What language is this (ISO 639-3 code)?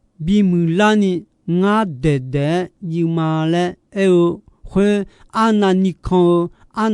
ahk